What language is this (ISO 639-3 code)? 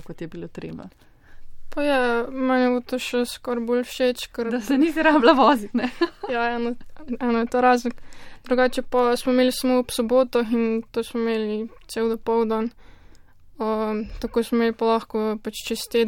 slv